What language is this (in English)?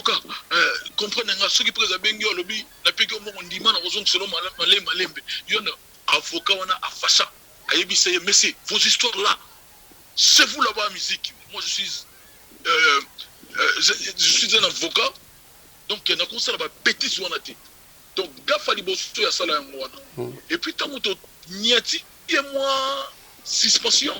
Lingala